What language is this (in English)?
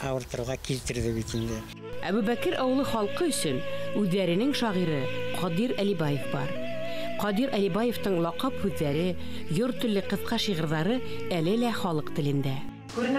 Bashkir